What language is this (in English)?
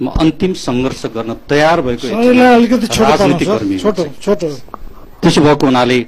Nepali